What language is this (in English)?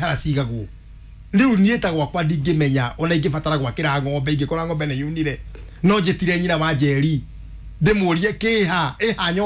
Kikuyu